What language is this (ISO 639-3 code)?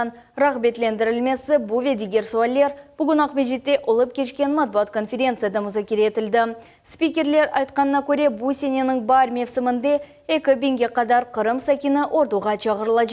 crh